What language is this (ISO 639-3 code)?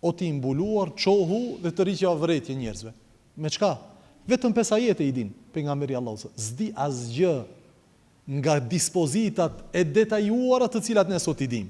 sqi